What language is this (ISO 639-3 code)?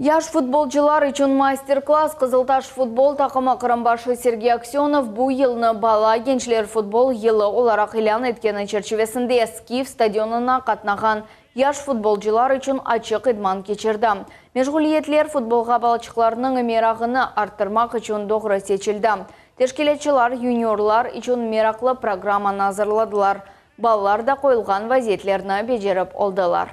crh